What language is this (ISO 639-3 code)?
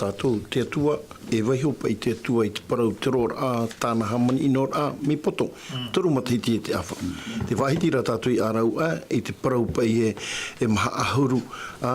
tah